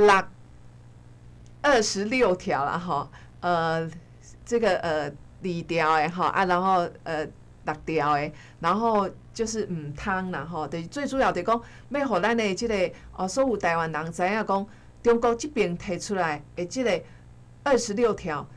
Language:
Min Nan Chinese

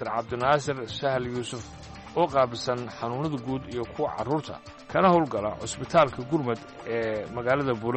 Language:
Somali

